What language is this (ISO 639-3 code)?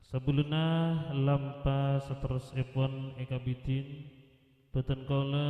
mad